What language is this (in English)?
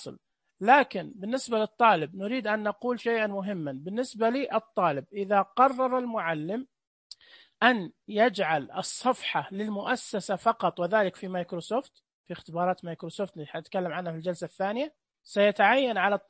Najdi Arabic